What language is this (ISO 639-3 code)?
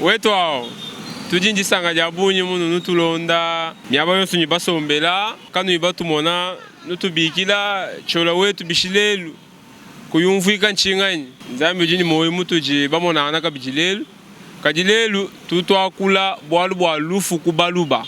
lua